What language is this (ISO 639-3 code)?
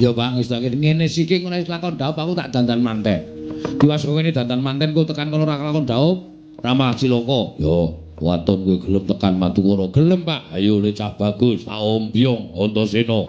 jav